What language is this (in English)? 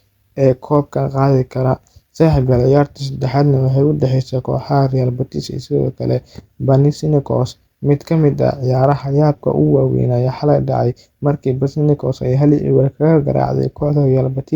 Somali